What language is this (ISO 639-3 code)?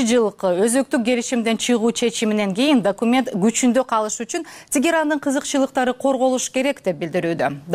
kir